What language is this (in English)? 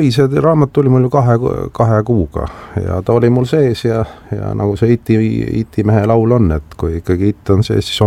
Estonian